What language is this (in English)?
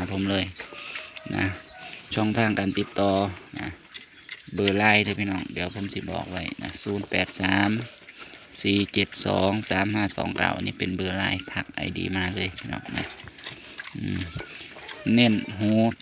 Northeastern Thai